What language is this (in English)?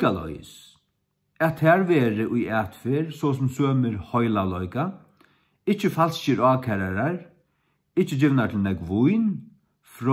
Faroese